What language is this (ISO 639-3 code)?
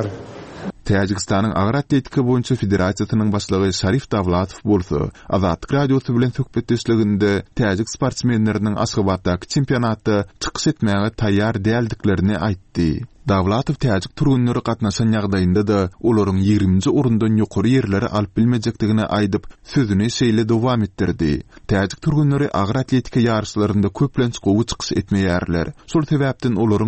tuk